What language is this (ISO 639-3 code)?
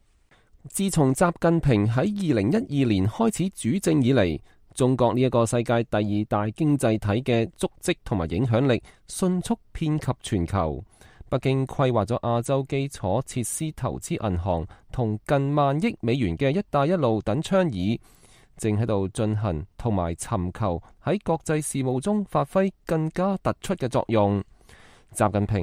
yue